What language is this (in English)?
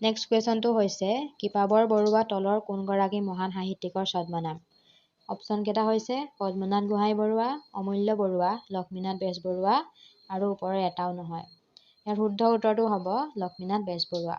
Assamese